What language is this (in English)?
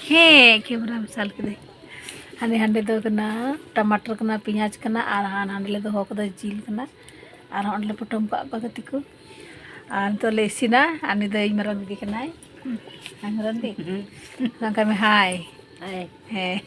Santali